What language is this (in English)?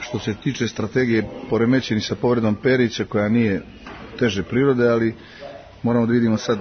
Serbian